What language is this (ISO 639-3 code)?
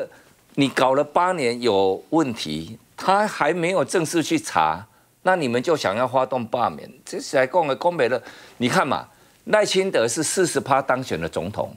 zho